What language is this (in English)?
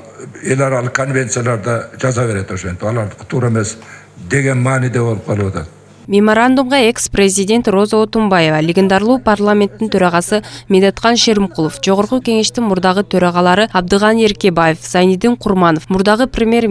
Kyrgyz